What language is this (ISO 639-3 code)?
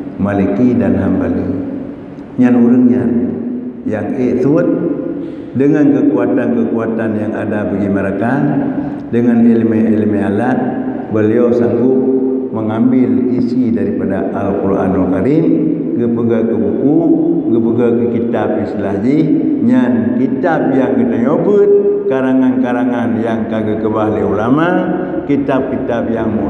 ace